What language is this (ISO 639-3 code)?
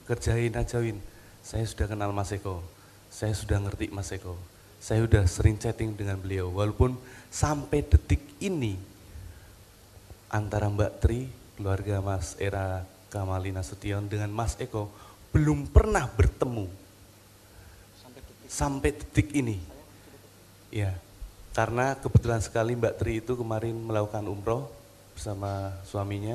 ind